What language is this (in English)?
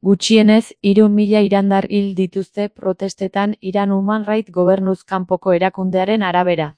Basque